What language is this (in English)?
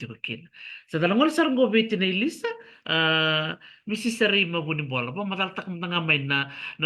Fijian